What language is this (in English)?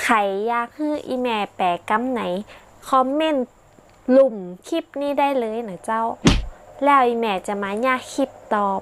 Northern Thai